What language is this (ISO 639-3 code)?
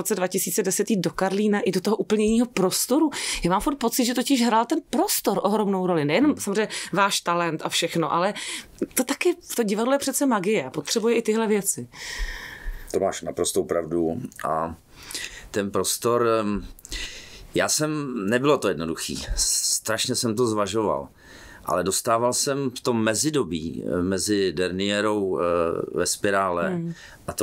ces